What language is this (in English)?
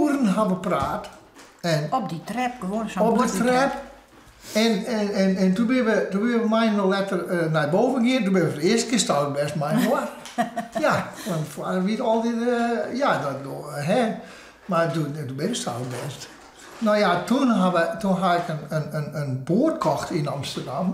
Western Frisian